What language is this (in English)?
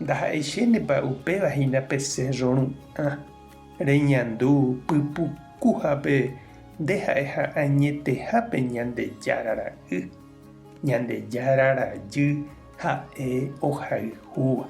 Guarani